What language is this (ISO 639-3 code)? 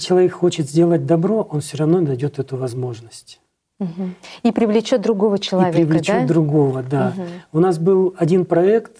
rus